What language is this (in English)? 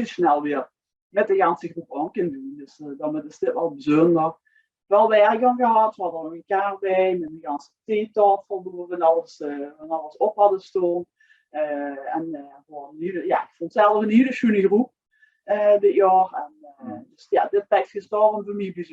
Limburgish